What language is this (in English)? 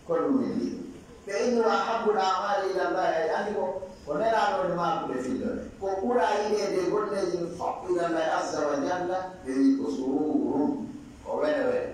Fula